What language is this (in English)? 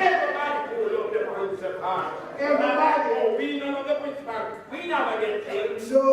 Jamaican Creole English